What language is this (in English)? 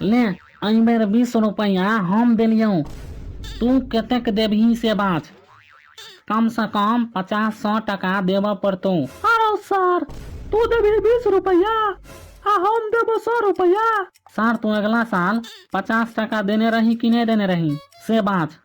Maithili